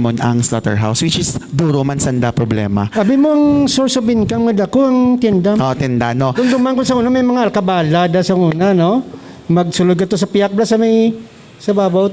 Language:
Hiligaynon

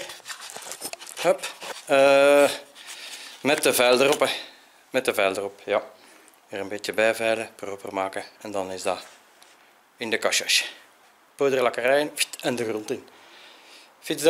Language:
Dutch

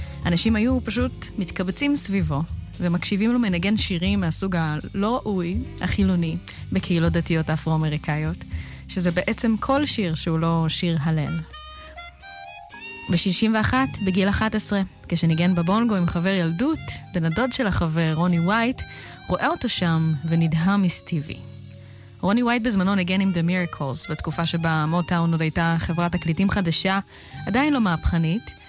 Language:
Hebrew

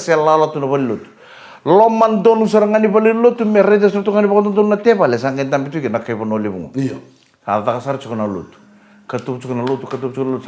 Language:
Fijian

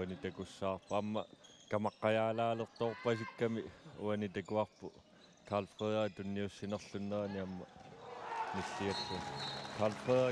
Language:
Kalaallisut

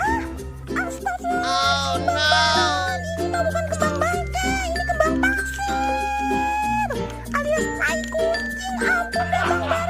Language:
Betawi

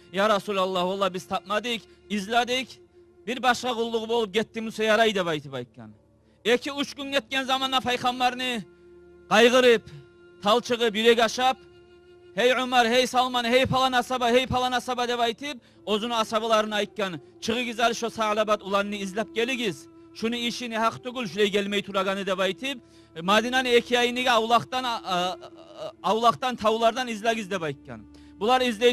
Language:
Kumyk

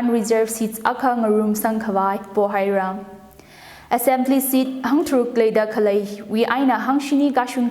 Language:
Tangkhul Naga (India)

